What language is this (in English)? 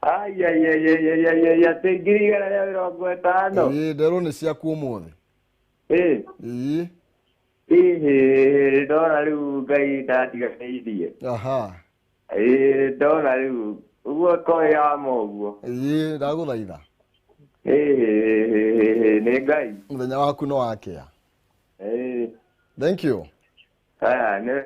Kikuyu